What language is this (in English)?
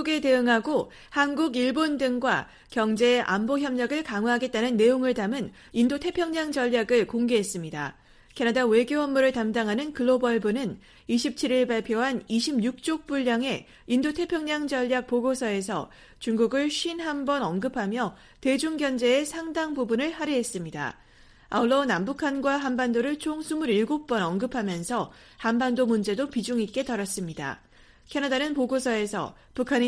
Korean